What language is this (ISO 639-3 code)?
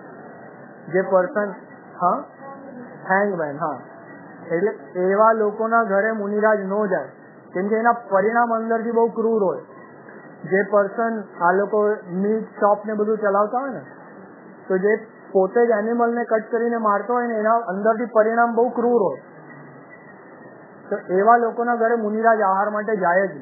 guj